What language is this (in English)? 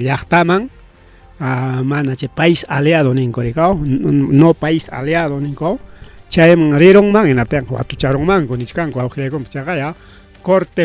Ayacucho Quechua